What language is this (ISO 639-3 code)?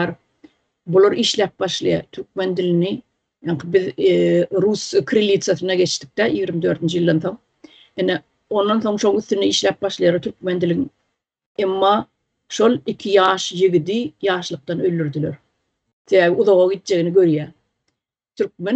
tuk